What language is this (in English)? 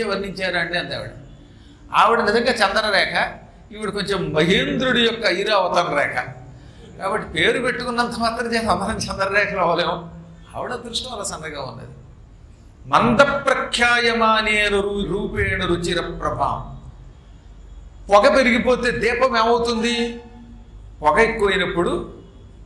Telugu